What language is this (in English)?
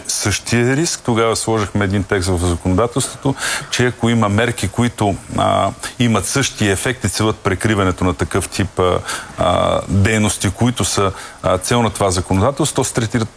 Bulgarian